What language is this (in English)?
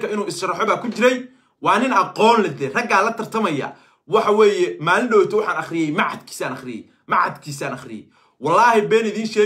Somali